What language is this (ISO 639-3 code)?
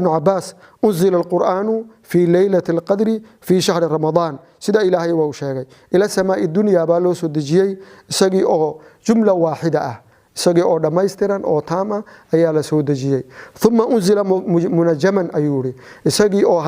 som